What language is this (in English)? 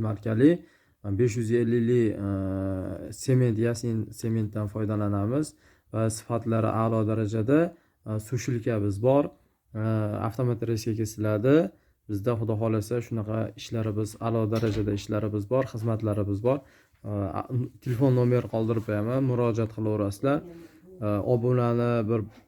Uzbek